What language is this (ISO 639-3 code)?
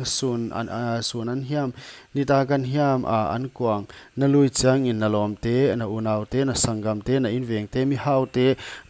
pck